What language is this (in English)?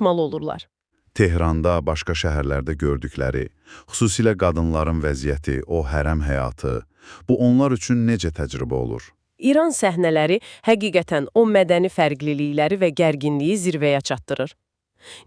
Azerbaijani